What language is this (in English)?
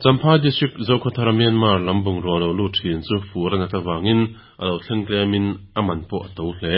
Mizo